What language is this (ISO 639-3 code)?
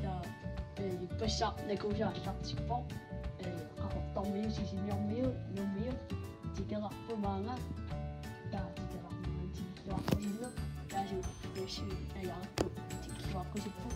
kal